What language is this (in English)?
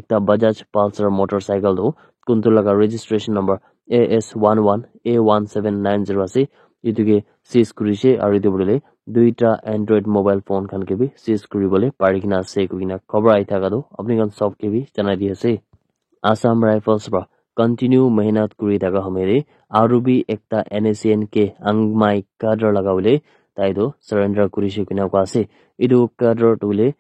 Naga Pidgin